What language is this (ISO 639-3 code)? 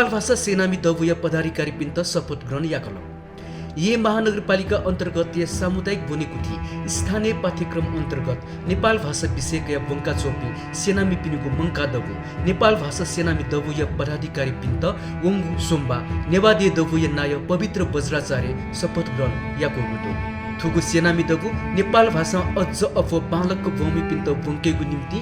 new